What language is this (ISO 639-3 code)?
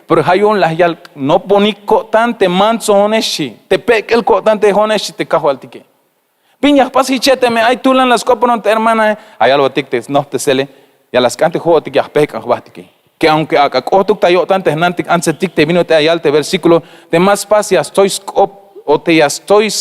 tzh